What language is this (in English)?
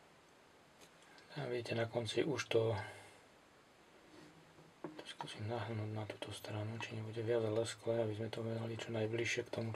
Slovak